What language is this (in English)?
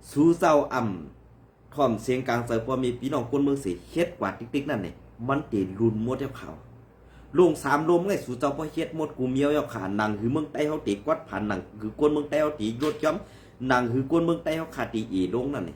Shan